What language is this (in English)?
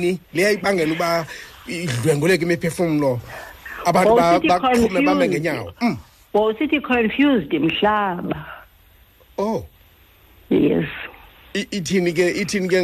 Xhosa